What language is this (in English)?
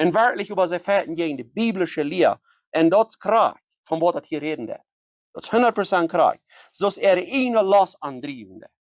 Plautdietsch